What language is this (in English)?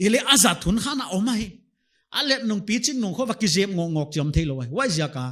Paite Chin